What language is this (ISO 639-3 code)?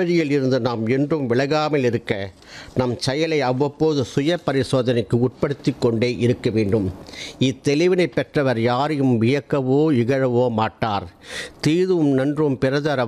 tam